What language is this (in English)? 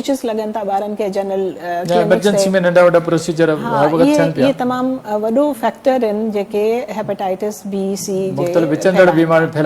Sindhi